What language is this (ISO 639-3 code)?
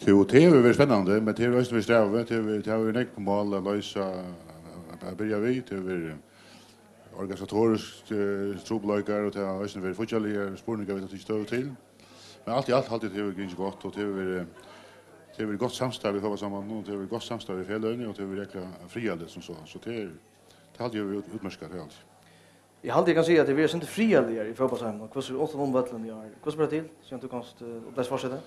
fao